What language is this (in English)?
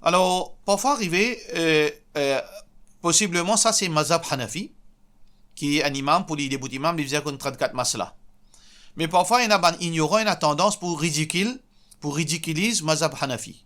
Morisyen